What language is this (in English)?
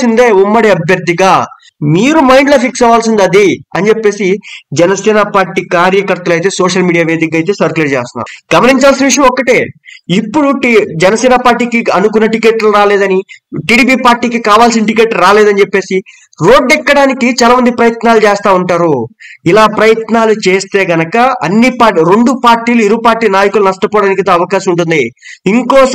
Telugu